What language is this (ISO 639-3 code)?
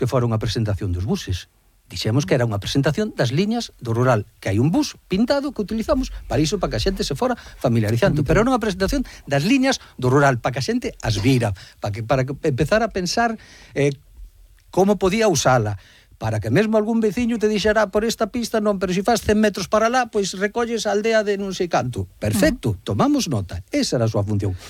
glg